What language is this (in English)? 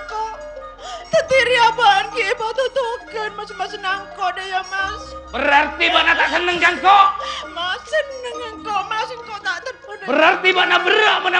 Madurese